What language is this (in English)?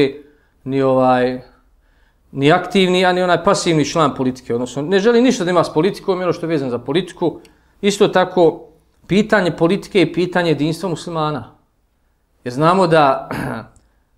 Bosnian